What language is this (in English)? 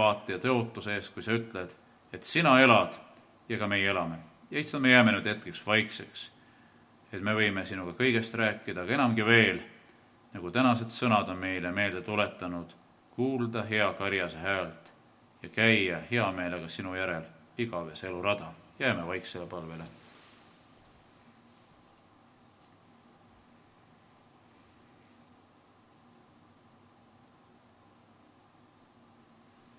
Estonian